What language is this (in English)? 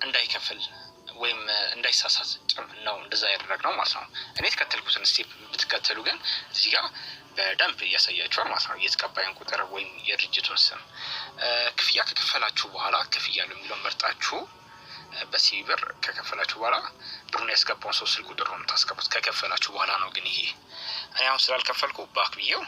Amharic